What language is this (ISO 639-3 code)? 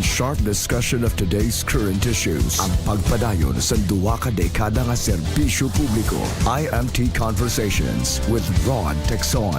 hil